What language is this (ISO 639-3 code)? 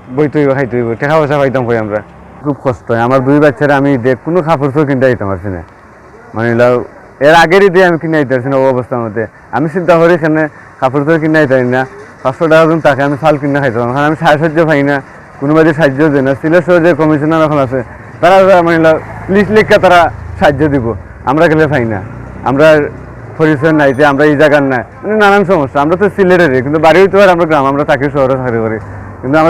syl